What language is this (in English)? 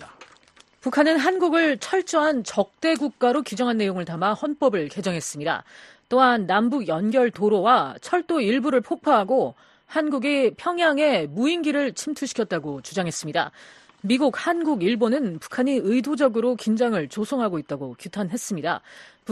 Korean